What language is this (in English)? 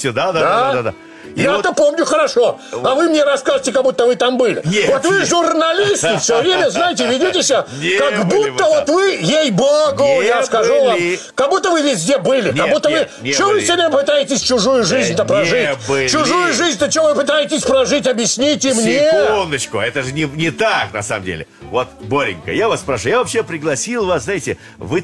Russian